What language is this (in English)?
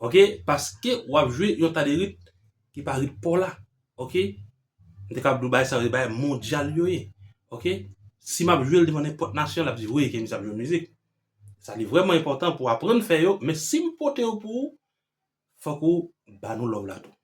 Haitian Creole